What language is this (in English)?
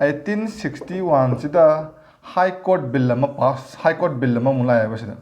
Manipuri